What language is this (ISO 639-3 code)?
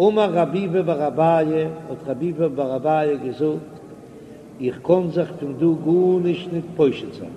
yid